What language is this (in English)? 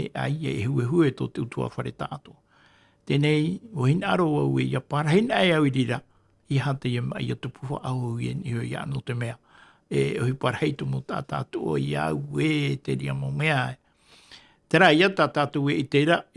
Tahitian